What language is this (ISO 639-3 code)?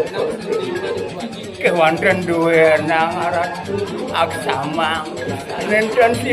ban